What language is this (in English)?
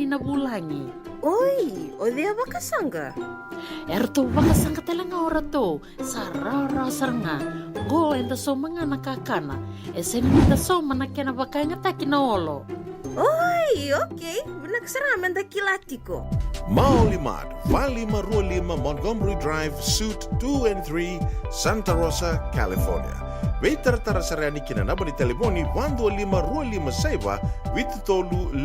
Fijian